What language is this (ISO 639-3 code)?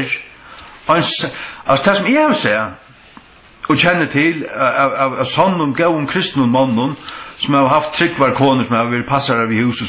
fao